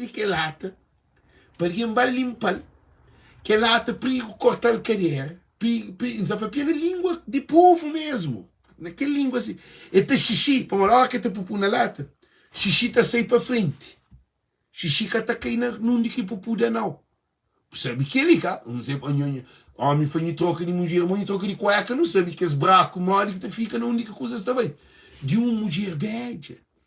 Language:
Kabuverdianu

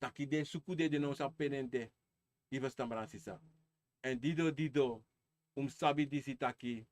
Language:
Sranan Tongo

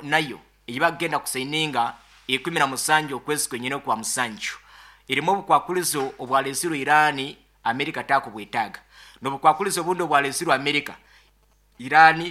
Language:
Nyoro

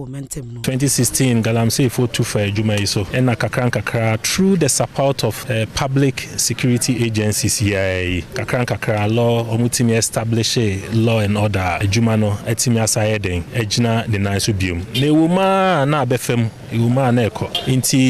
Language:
Akan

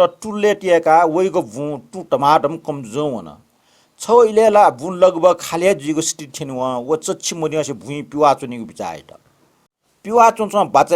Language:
Newari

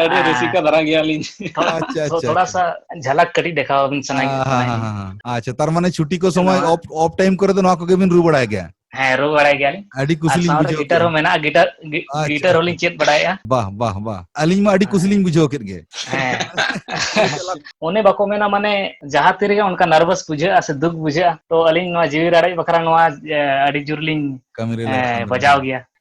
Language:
Santali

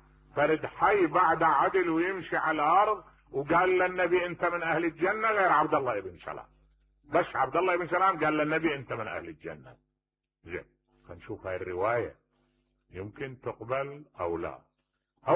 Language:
Mesopotamian Arabic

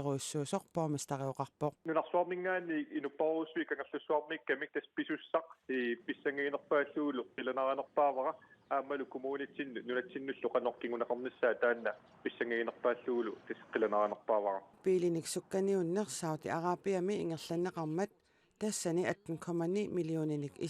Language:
Kalaallisut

